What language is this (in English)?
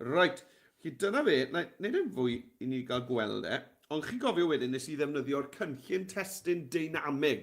Welsh